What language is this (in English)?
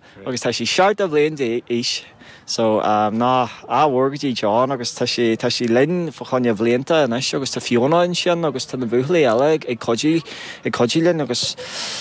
Irish